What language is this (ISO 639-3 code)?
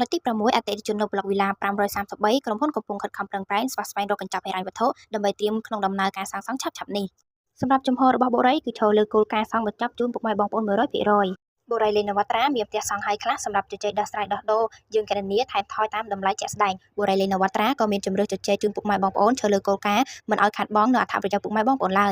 khm